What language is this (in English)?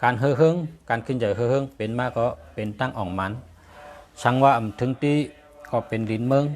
Shan